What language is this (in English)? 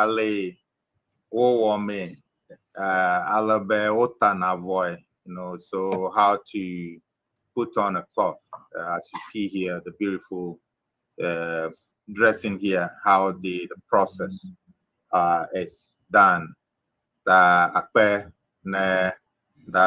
Ewe